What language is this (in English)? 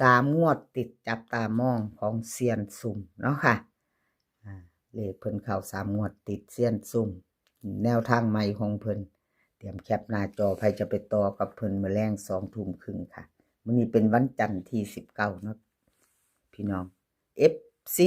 Northeastern Thai